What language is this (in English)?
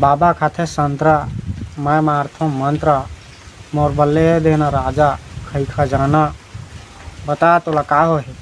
Chhattisgarhi